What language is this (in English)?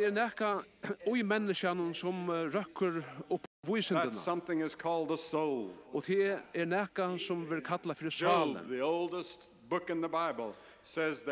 Faroese